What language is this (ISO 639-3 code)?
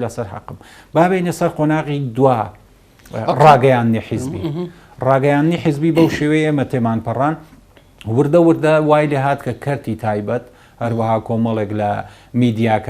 ckb